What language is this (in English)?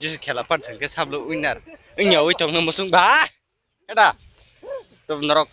Kok Borok